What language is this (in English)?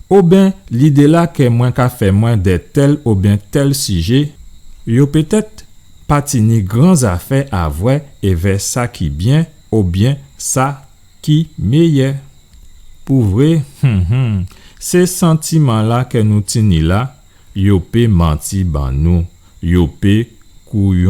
Guadeloupean Creole French